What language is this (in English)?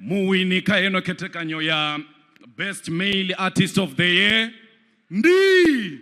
Venda